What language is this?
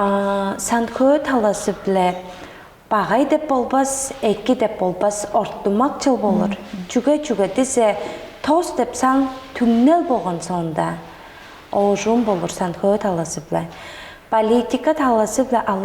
Tuvinian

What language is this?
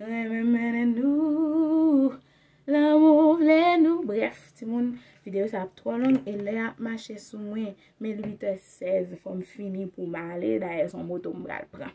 Haitian Creole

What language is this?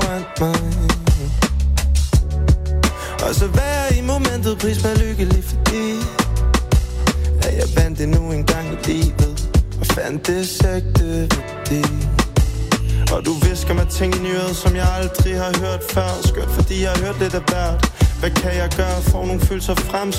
Danish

